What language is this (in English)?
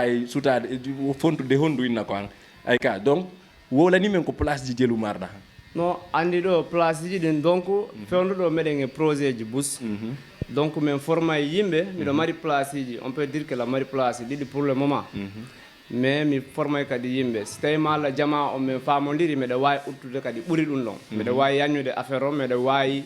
Fula